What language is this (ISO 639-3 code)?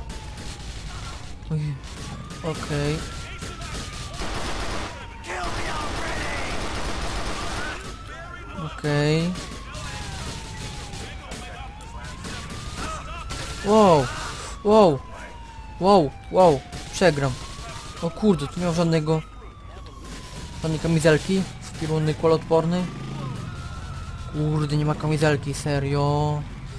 pol